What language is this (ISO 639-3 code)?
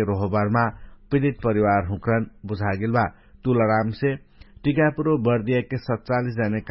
thl